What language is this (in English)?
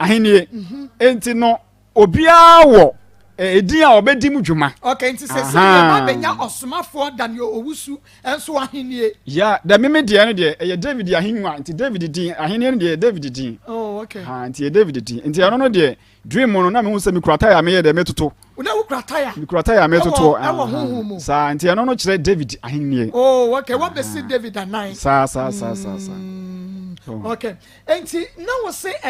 Akan